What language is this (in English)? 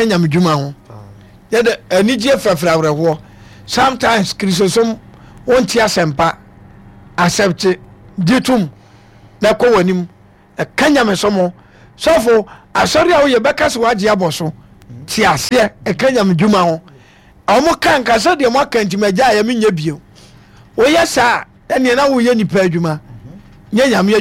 Akan